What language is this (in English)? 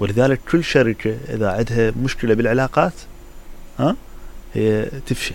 Mesopotamian Arabic